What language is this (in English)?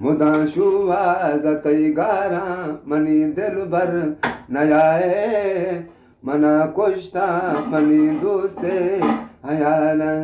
Eastern Balochi